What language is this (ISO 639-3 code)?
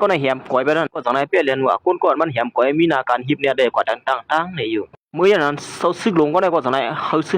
shn